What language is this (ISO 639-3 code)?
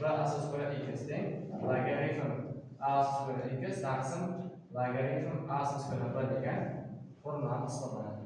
uzb